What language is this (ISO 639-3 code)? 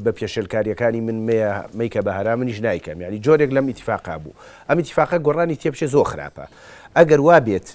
ckb